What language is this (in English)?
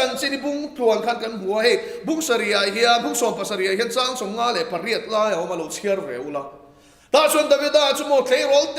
Mizo